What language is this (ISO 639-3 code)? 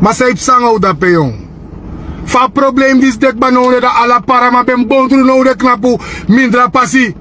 srn